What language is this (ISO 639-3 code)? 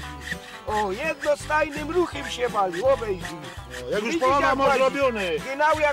szl